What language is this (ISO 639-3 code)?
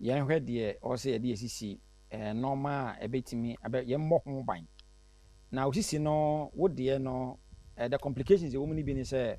aka